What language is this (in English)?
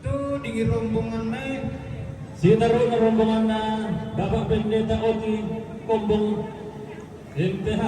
Toraja-Sa'dan